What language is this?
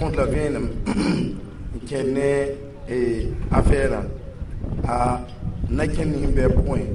Mossi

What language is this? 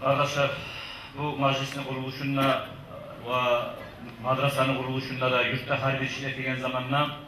Kumyk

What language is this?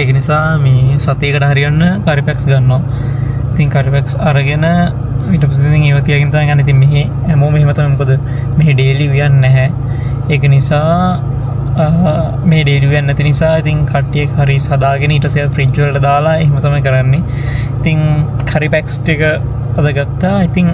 Sinhala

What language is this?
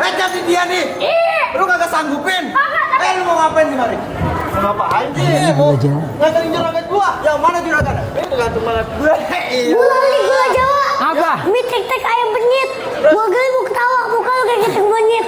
Betawi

